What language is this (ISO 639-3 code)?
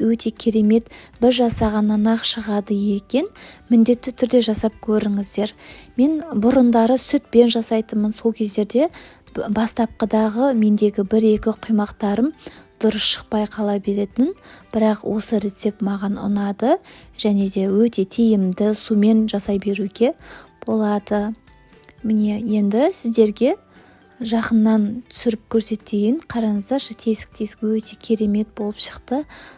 kaz